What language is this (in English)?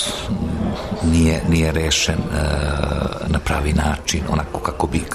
Serbian